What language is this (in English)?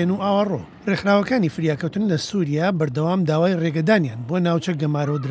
Central Kurdish